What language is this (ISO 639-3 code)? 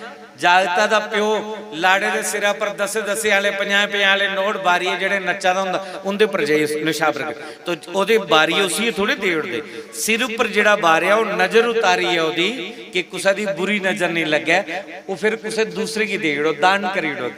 doi